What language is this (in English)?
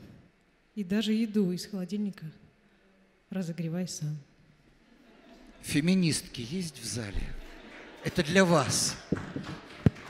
Russian